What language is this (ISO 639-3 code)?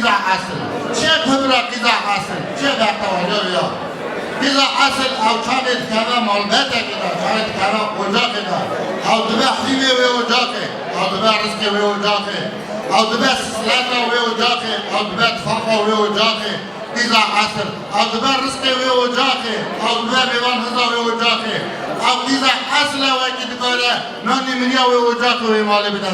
kur